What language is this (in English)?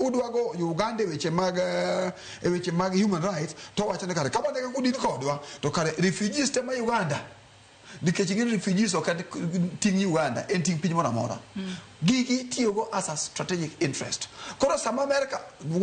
Luo (Kenya and Tanzania)